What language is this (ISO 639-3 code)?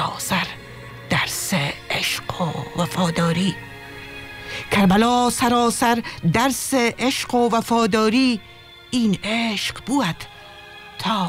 fas